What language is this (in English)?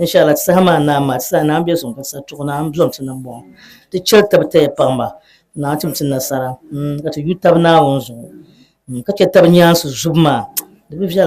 Dagbani